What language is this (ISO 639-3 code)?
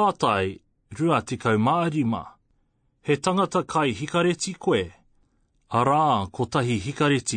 mri